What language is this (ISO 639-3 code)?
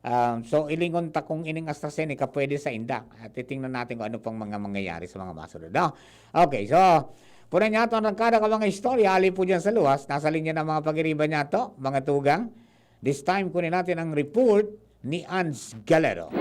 bik